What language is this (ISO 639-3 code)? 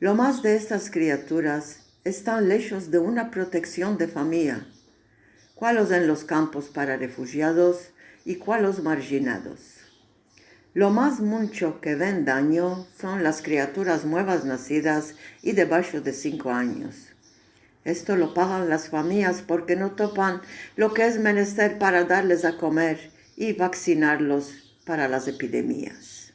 lad